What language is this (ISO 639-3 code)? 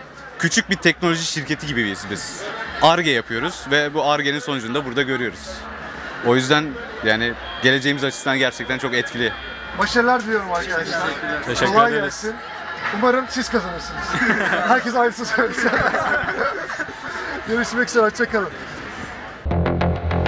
tur